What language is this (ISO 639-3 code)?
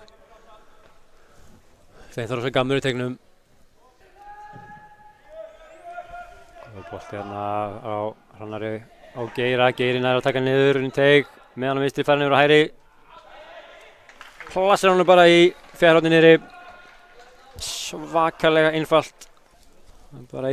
isl